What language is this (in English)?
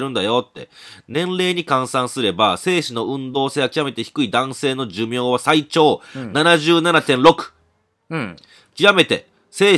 Japanese